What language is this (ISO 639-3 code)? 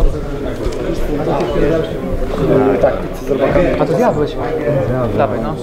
pol